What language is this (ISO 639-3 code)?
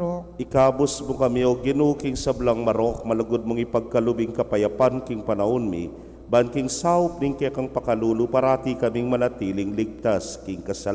pam